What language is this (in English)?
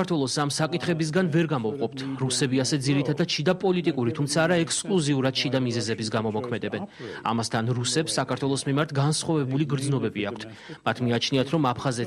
Georgian